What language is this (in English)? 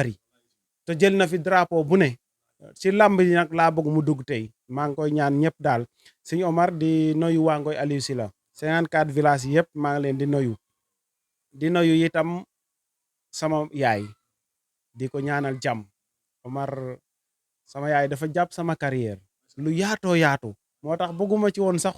Wolof